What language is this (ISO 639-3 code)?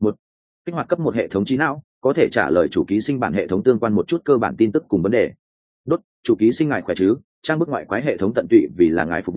vie